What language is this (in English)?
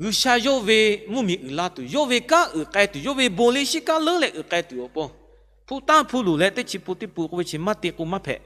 Lahu